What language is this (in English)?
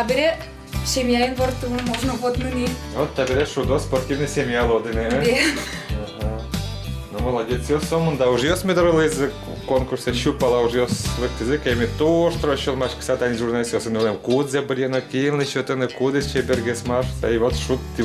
Udmurt